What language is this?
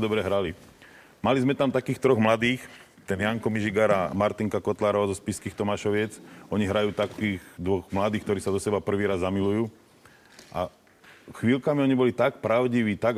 Slovak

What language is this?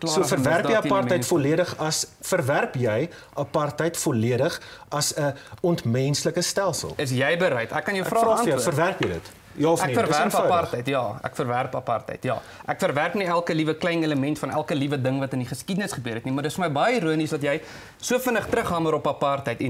Afrikaans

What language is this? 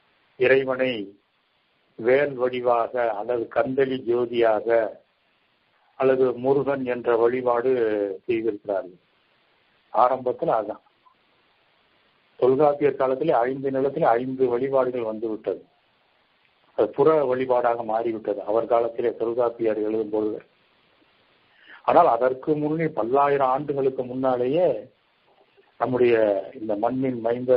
Tamil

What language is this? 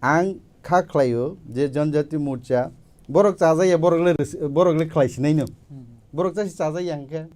Kok Borok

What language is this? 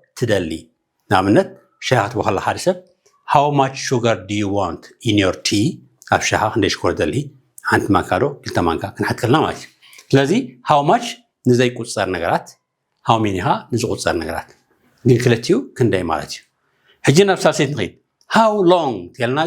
Tigrinya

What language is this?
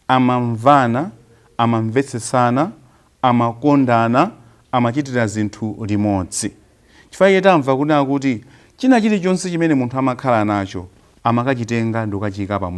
Nyanja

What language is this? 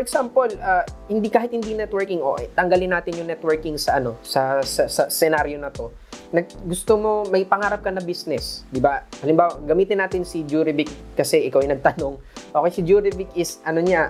Filipino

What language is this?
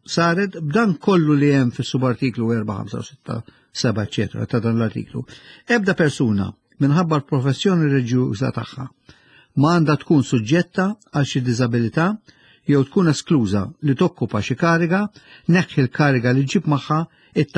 Maltese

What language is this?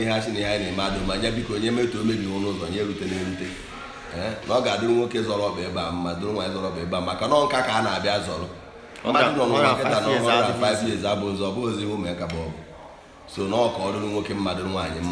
Igbo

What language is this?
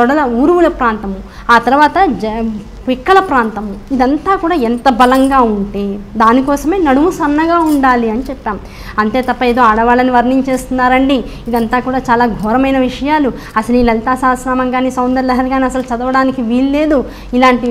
Telugu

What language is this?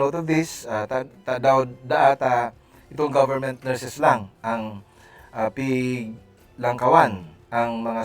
Bikol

